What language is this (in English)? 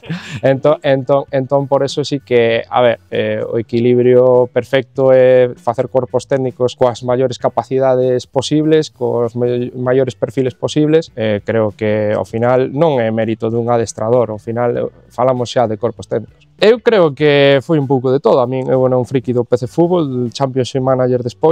Galician